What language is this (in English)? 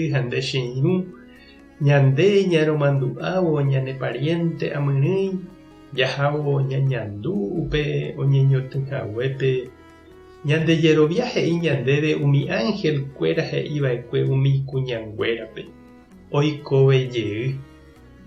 Guarani